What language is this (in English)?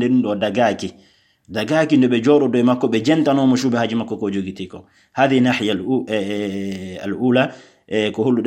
Fula